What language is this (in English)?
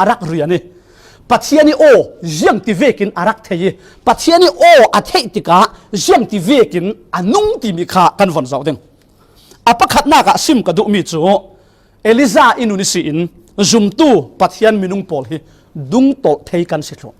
Falam Chin